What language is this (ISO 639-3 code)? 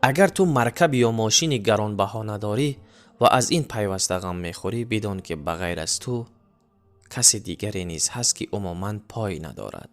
tgk